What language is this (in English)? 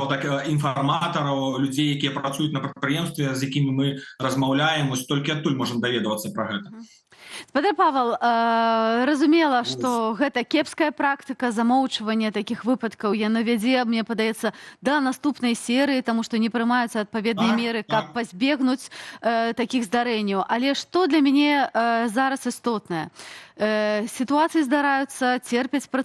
Belarusian